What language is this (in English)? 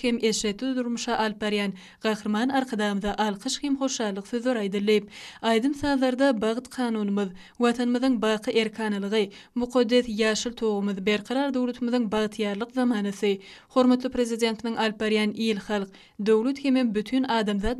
Turkmen